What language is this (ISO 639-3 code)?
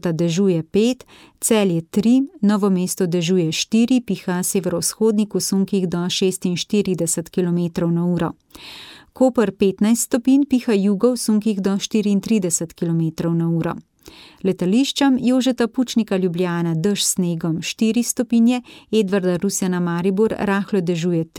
slv